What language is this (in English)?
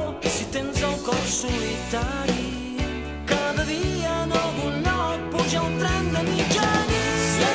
Catalan